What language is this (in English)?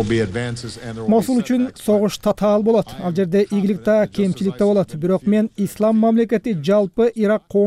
Kyrgyz